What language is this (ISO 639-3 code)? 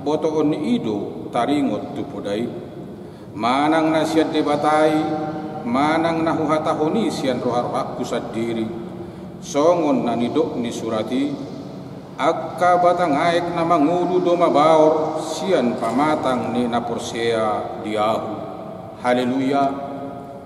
bbc